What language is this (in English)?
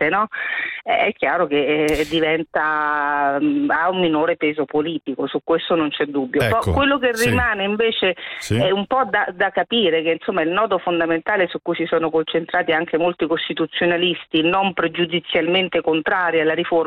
Italian